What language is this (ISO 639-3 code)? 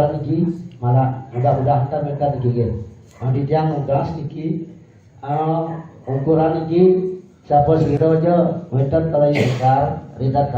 ban